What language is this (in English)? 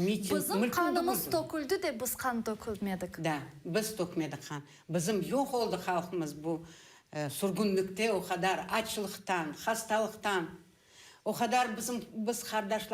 Crimean Tatar